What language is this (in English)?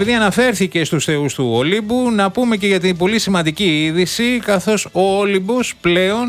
Greek